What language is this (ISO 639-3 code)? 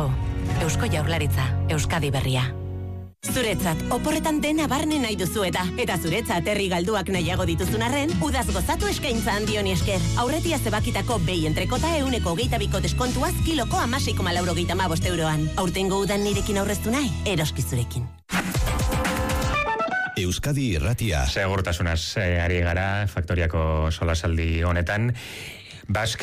eus